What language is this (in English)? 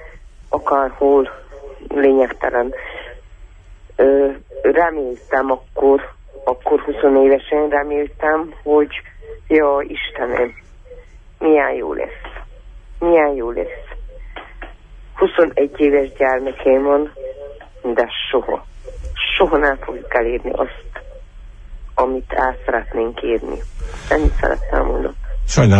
Hungarian